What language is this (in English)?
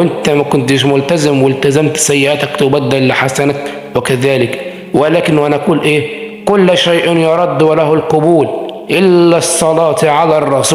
Egyptian Arabic